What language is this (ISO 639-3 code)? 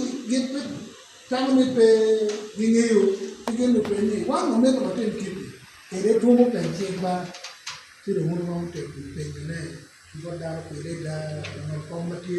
ach